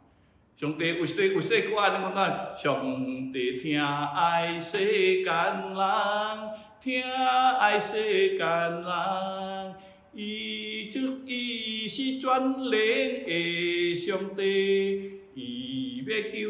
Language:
Min Nan Chinese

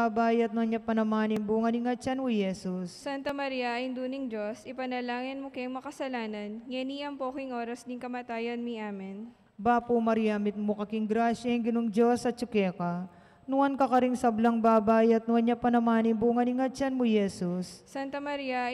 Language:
Pampanga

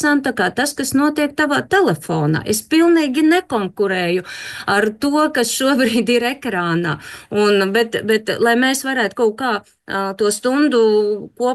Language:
Latvian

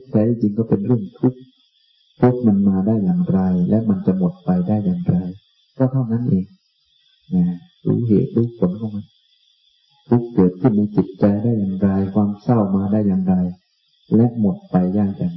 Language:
Thai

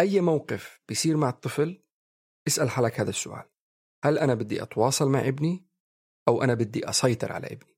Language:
North Levantine Arabic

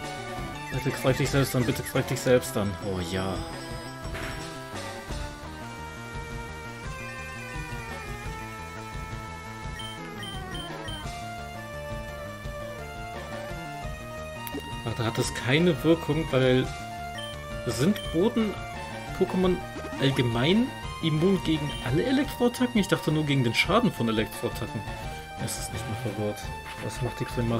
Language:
German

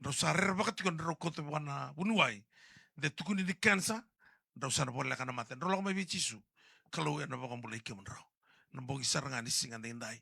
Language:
Fijian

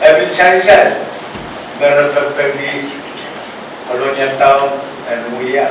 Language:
Pohnpeian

